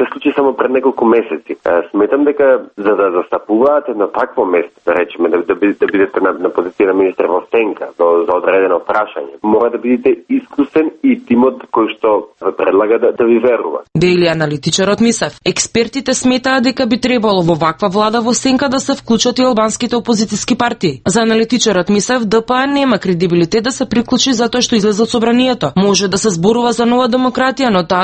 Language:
Macedonian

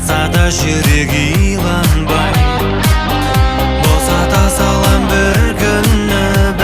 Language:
Kazakh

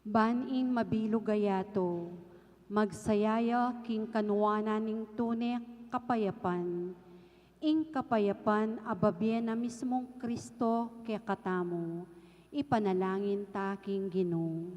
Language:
Pampanga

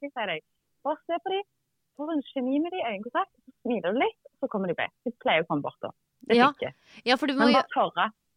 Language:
Norwegian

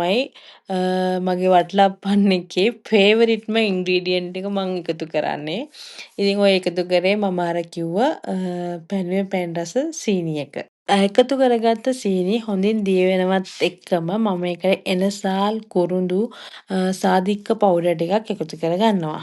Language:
Sinhala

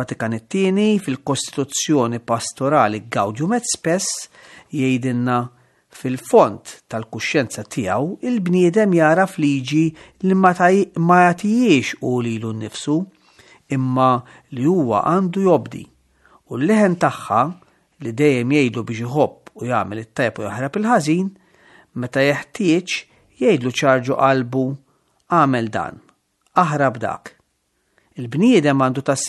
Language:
Maltese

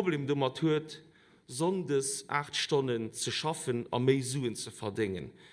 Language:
Luxembourgish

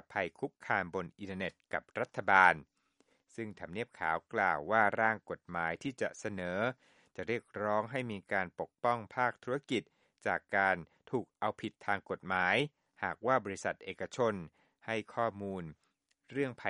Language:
Thai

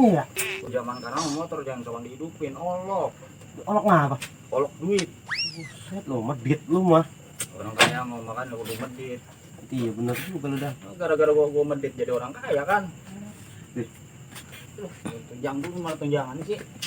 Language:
Betawi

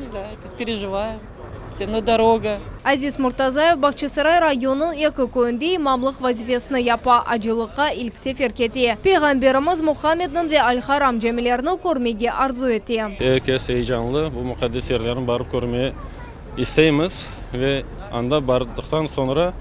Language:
Crimean Tatar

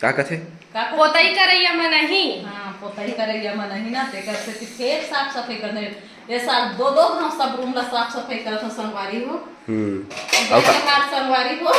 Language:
Chhattisgarhi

